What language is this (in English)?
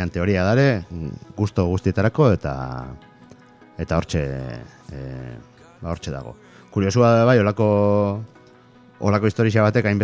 Basque